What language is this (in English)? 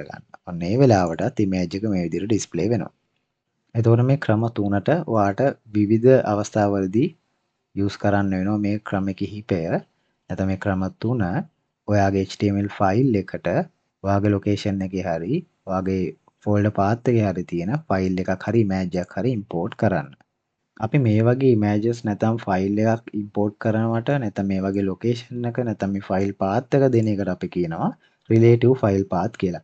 Sinhala